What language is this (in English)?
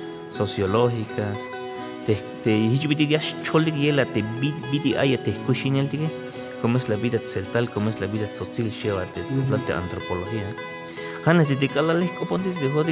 Tzeltal